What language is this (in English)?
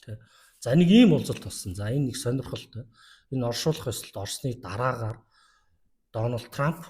Mongolian